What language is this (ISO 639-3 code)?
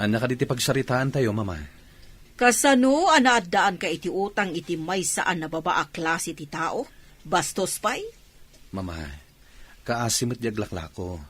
ilo